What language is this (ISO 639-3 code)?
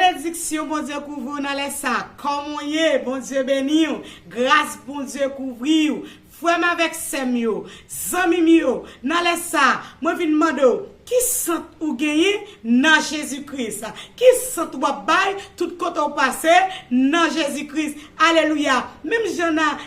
hat